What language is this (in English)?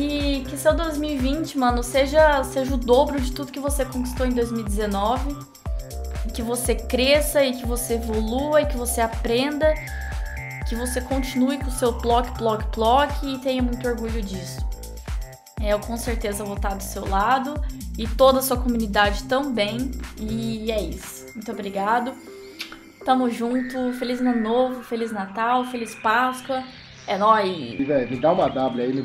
Portuguese